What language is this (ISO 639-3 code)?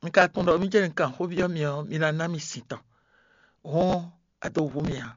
fon